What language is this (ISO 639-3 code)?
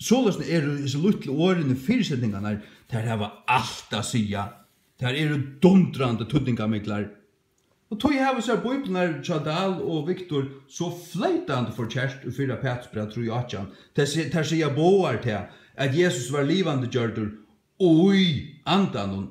fao